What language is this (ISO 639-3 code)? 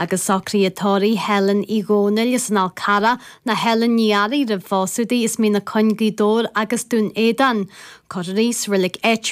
gle